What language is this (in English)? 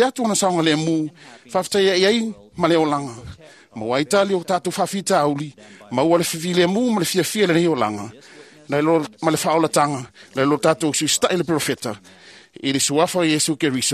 Samoan